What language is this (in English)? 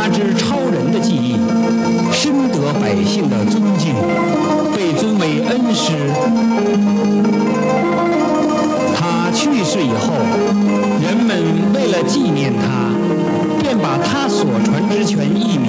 Chinese